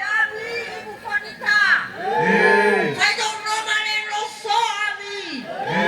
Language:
Nias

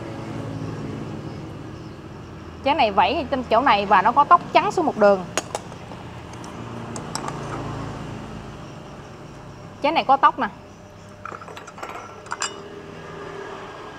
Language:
Vietnamese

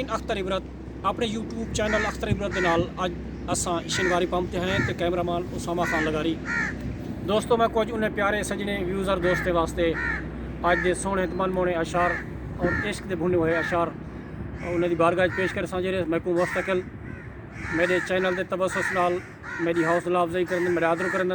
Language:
Saraiki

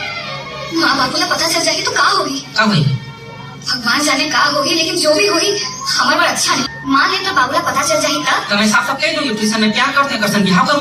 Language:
Chhattisgarhi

